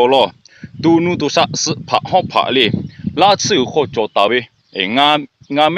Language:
Lahu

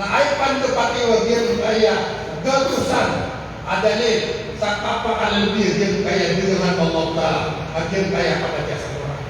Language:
Maranao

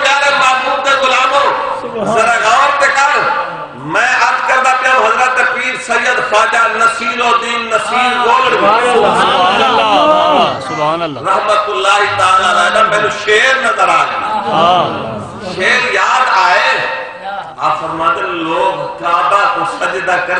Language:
Saraiki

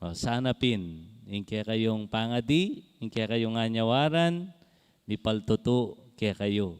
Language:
Pampanga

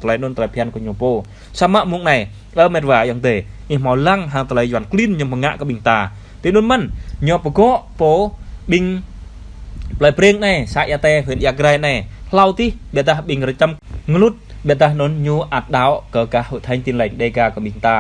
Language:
Jarai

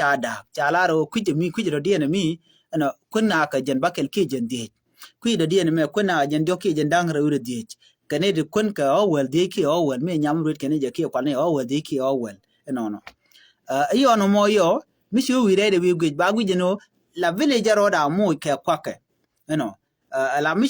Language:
Nuer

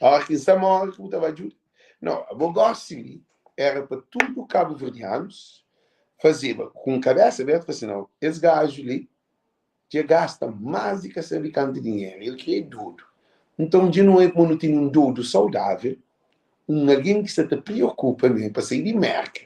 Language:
Kabuverdianu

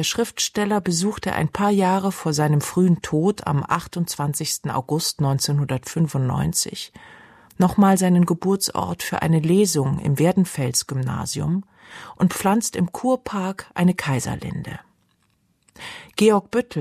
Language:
German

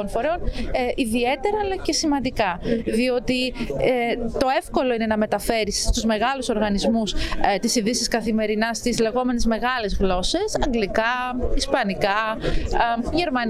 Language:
Greek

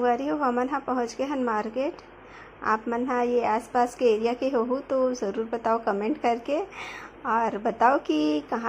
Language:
Chhattisgarhi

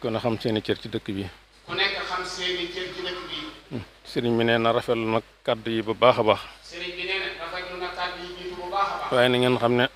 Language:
Wolof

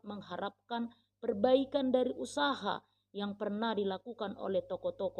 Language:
Batak Toba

